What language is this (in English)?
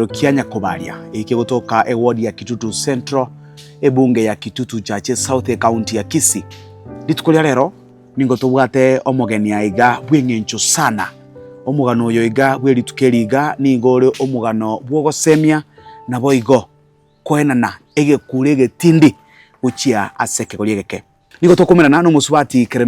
Gusii